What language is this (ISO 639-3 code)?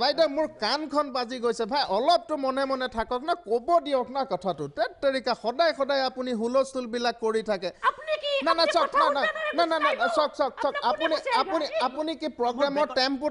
asm